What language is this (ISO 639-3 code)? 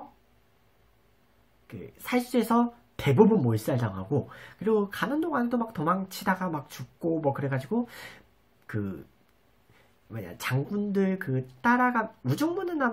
kor